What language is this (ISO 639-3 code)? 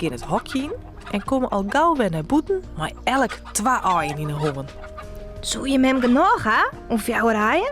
fry